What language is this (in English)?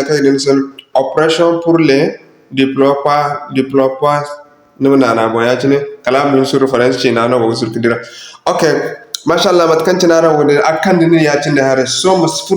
Zarma